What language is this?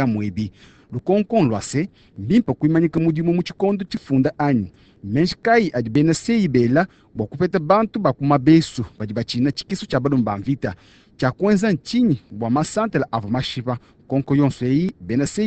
Luba-Lulua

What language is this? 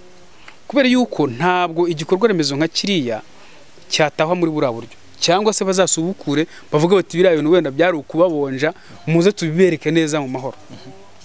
Kinyarwanda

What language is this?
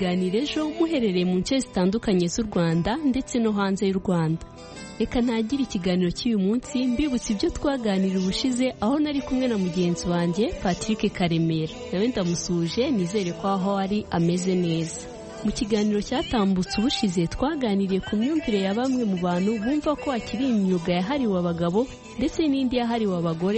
Kinyarwanda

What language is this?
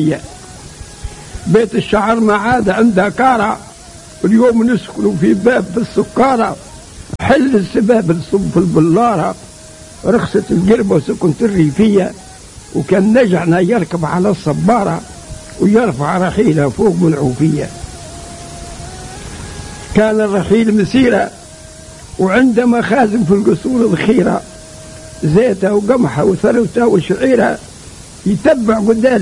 Tunisian Arabic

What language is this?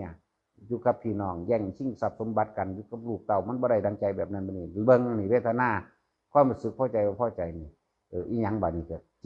Northeastern Thai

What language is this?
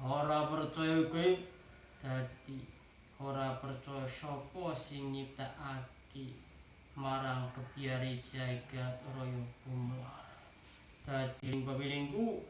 Javanese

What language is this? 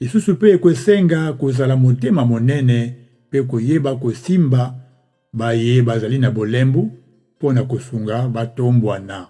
Lingala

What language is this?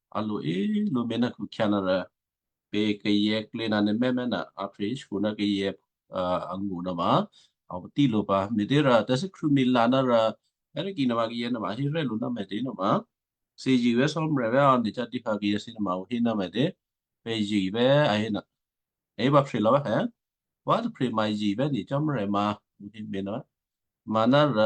Western Kayah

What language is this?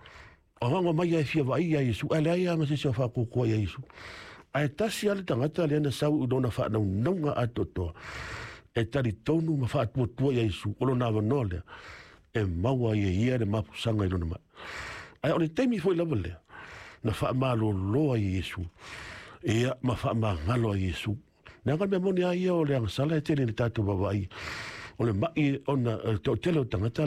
Samoan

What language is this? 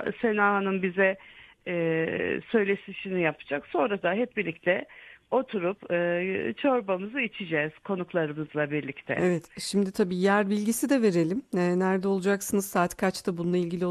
Turkish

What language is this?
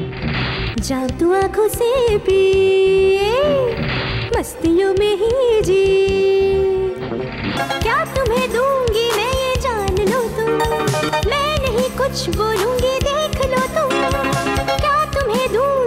Hindi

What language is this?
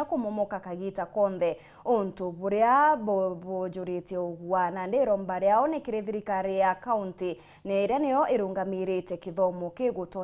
Meru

